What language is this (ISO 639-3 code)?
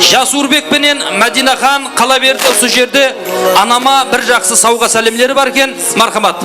kaa